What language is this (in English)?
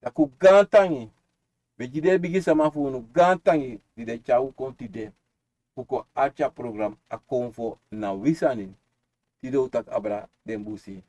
Sranan Tongo